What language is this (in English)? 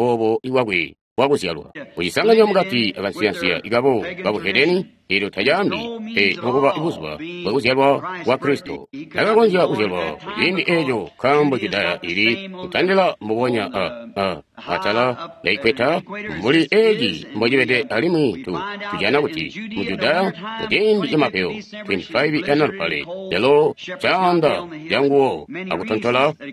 Tonga (Zambia)